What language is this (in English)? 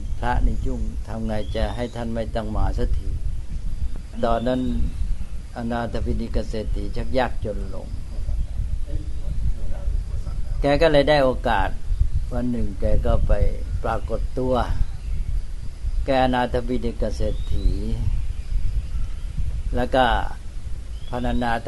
Thai